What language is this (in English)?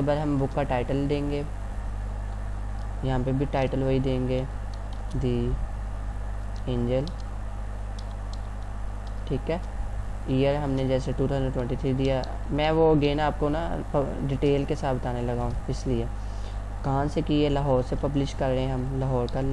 Hindi